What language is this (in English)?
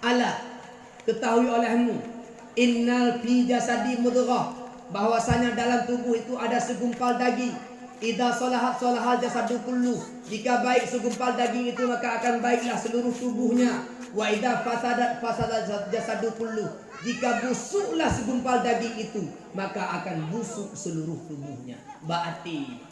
Achinese